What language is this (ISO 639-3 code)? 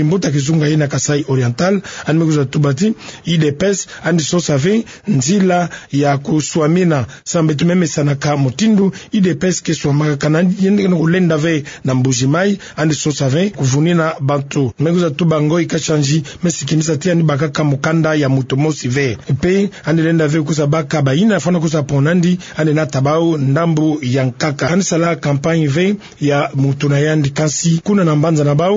ktu